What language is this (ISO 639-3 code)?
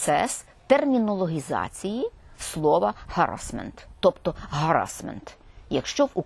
ukr